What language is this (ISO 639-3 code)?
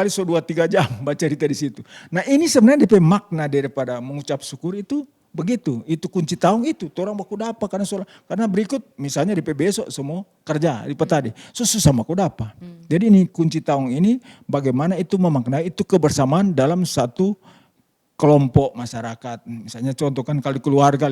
xmm